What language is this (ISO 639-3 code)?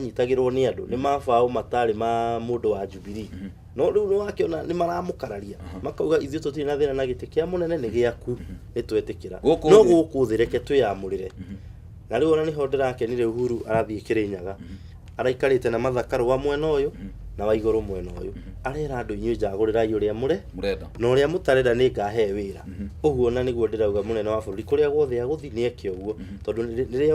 kik